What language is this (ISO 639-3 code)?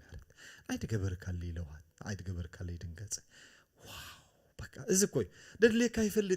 tir